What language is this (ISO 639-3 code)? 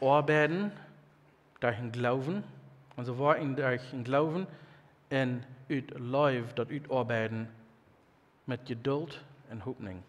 pdt